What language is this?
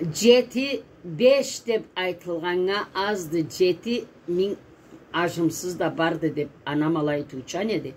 Karachay-Balkar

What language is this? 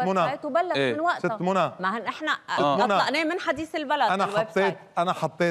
North Levantine Arabic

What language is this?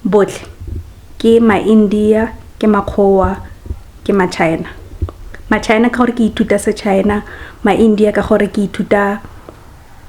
Tswana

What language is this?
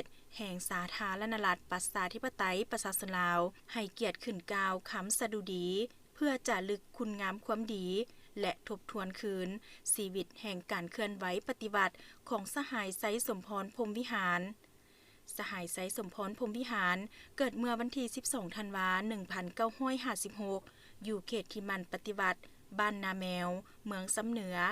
Lao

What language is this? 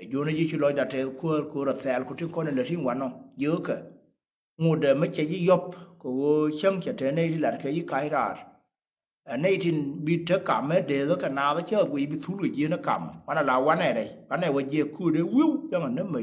Nuer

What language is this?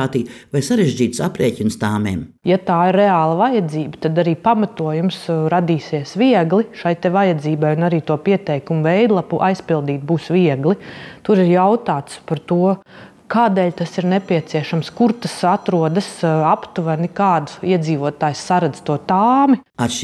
Latvian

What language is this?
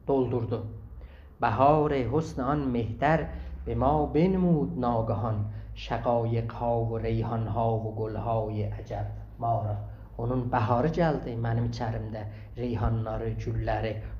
South Azerbaijani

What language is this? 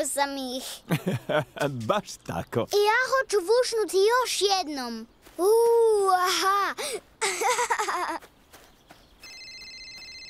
Croatian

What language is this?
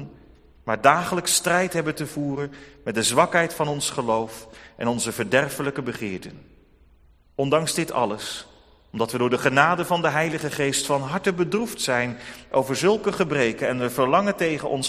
Dutch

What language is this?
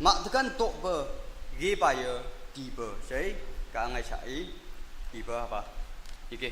Naga Pidgin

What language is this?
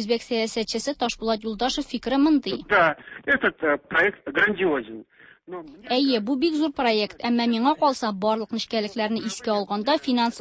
Tatar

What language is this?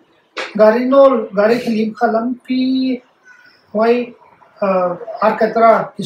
Paite Chin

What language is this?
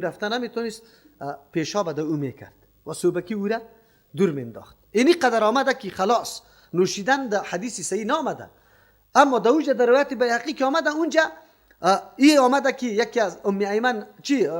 Persian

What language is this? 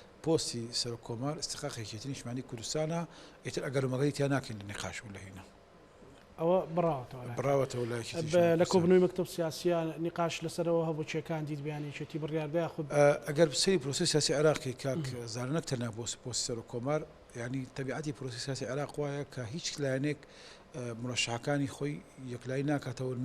Central Kurdish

